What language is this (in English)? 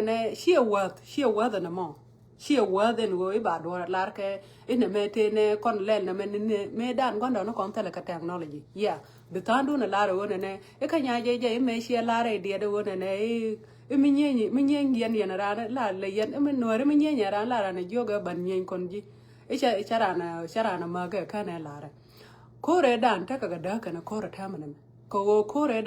Nuer